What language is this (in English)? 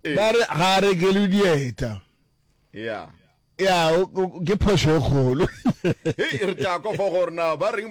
Northern Sotho